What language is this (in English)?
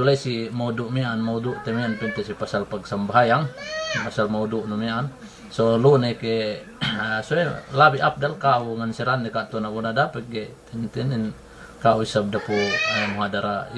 Yakan